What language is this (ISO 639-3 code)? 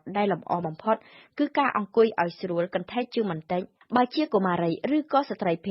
khm